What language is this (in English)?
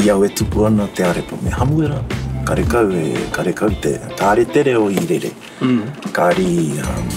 Māori